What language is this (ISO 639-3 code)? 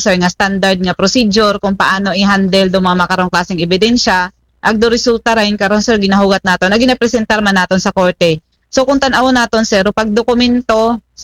akl